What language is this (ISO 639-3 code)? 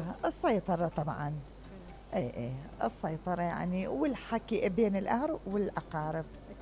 acm